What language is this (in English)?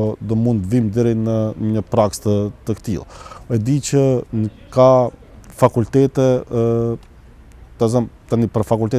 Albanian